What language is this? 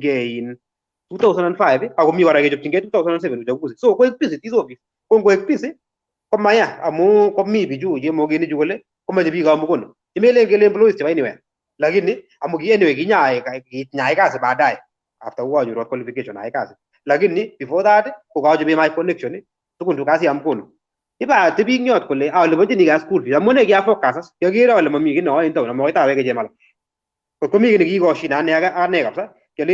Kalenjin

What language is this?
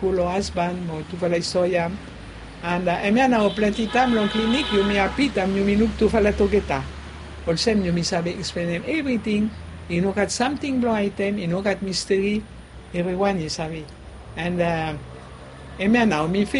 Bislama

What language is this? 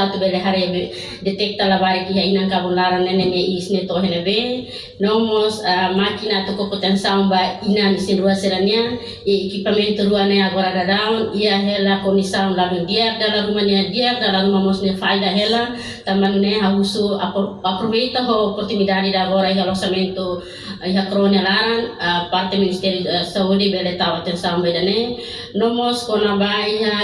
Tetum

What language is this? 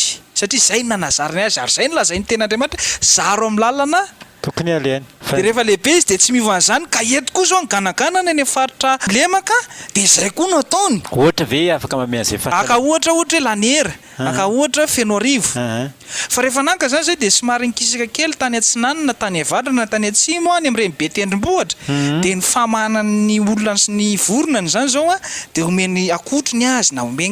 Malagasy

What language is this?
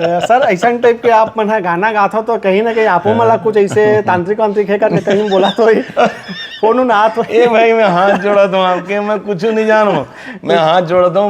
Chhattisgarhi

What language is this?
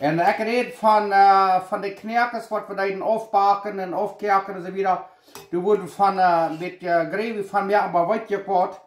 Plautdietsch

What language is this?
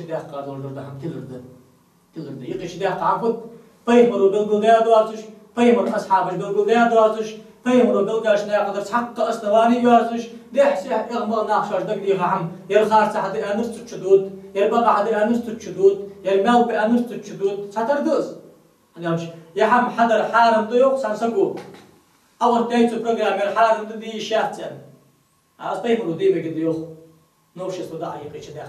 Ingush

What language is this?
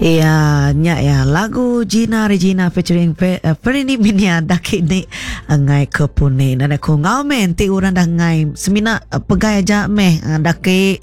Iban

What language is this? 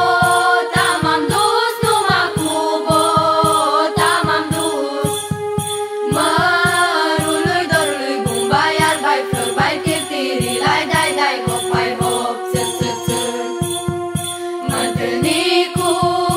Romanian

